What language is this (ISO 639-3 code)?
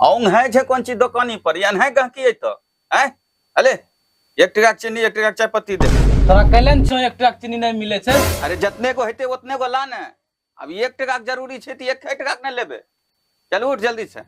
anp